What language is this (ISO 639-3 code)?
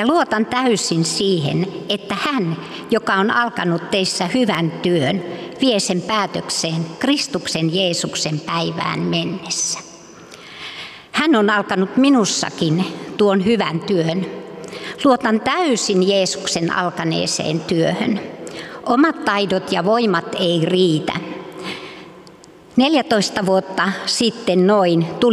fin